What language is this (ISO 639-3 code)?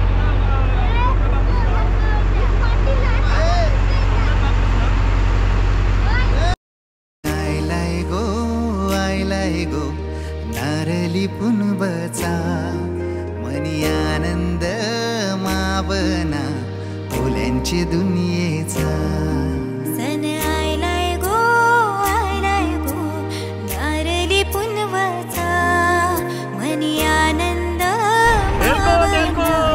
mar